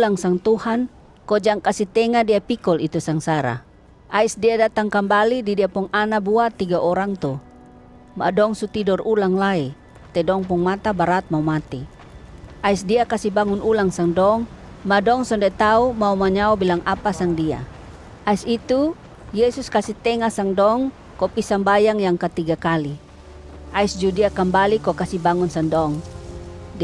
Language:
Kupang Malay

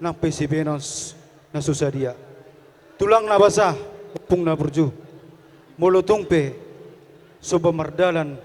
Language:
Batak Toba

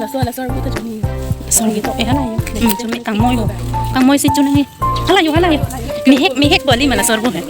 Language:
Karbi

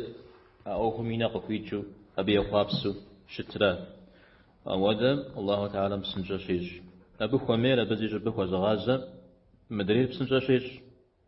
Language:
Kabardian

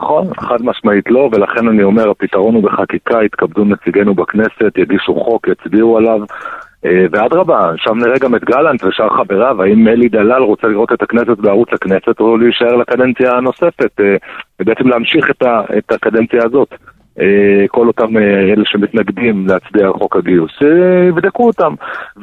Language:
Hebrew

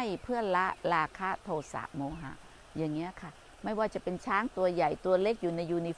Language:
Thai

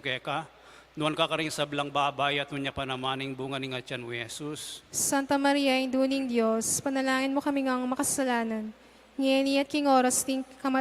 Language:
Pampanga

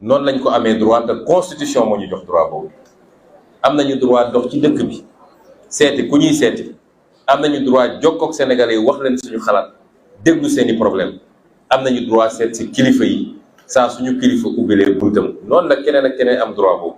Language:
Wolof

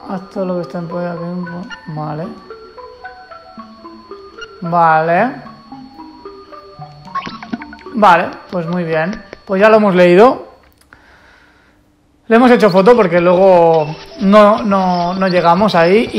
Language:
Spanish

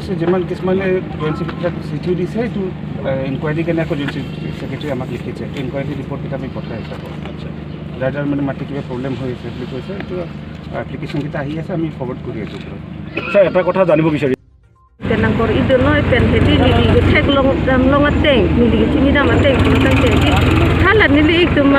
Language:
Karbi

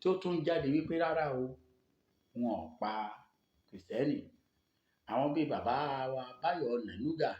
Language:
Yoruba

